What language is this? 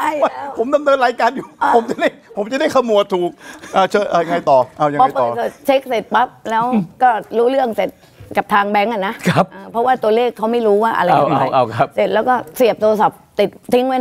Thai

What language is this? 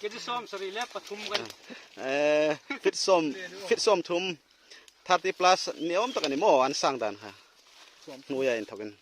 Hmar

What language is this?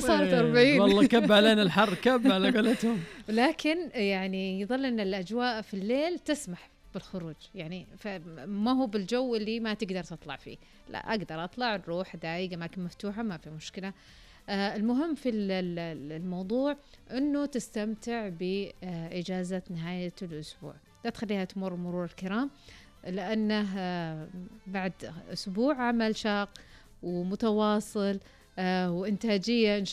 Najdi Arabic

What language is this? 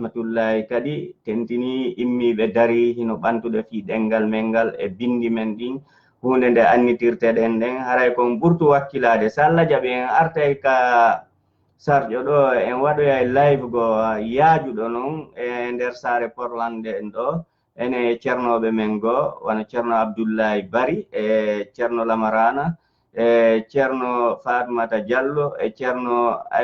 Fula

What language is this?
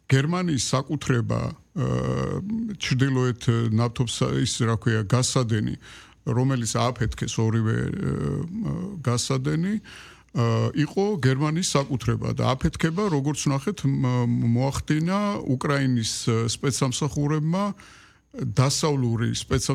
Georgian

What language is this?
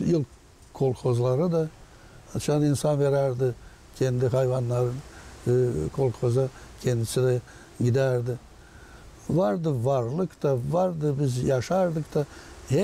Gagauz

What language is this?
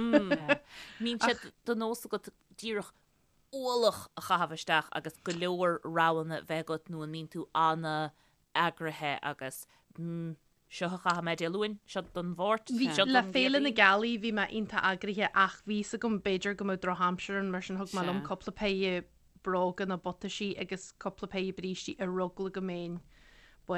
Irish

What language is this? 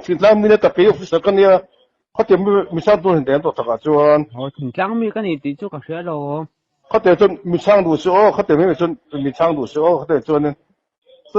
Mizo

